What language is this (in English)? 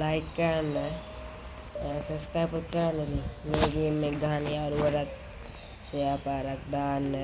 Sinhala